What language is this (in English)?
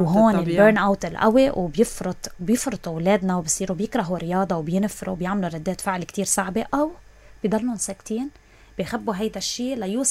North Levantine Arabic